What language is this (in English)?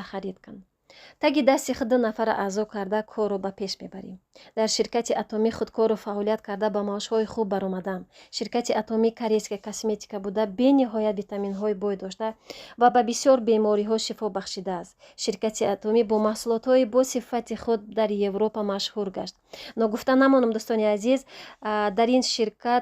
Tajik